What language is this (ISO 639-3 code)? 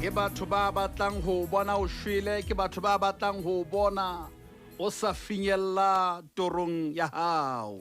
sot